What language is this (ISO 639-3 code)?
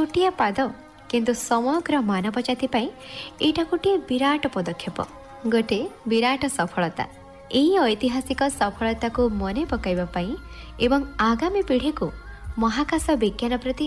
ori